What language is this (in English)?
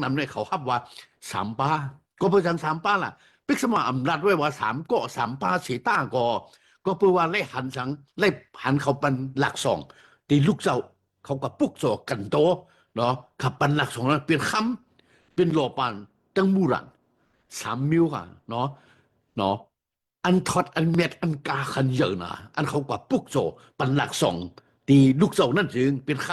Shan